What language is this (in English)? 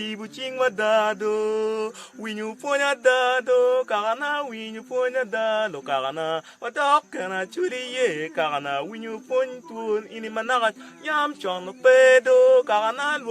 Acoli